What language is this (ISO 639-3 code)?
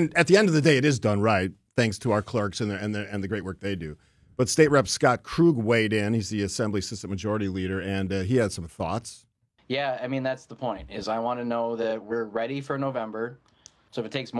eng